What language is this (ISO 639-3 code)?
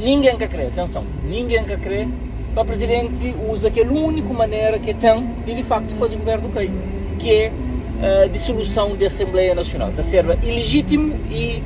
kea